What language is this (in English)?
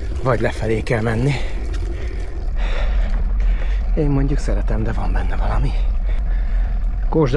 Hungarian